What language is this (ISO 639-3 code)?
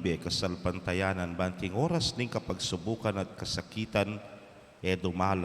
pam